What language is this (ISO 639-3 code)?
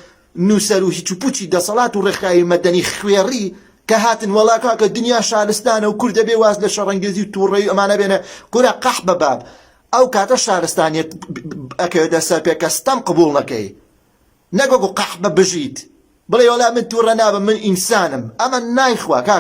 ckb